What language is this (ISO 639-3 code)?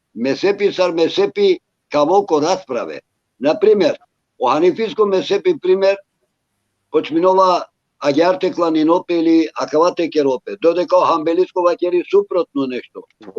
rmn